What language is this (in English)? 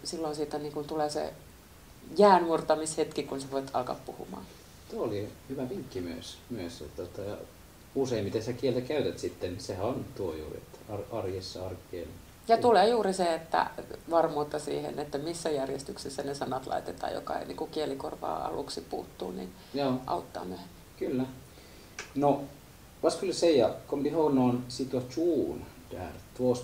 Finnish